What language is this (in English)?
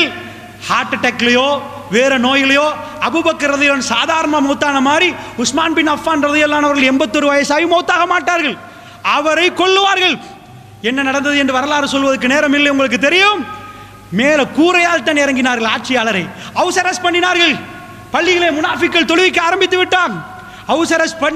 Tamil